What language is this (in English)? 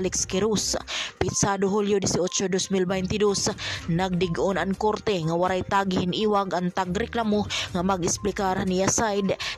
Waray